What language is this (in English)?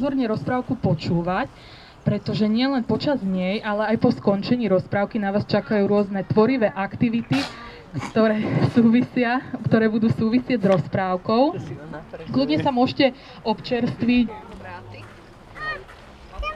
Slovak